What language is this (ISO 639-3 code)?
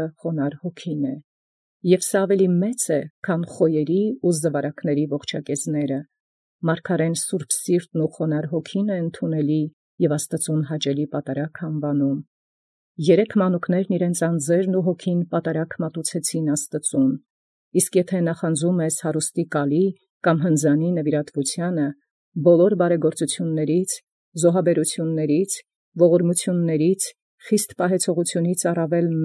hye